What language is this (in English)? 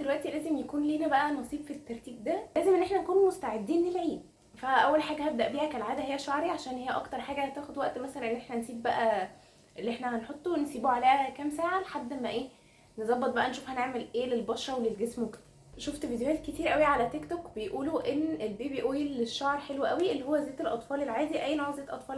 Egyptian Arabic